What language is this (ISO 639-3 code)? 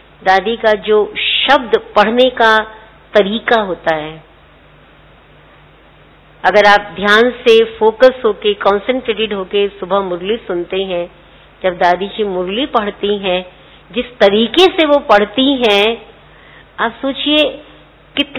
hin